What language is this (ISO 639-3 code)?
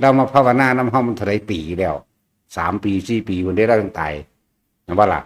tts